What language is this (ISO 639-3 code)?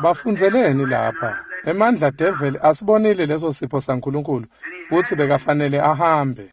ssw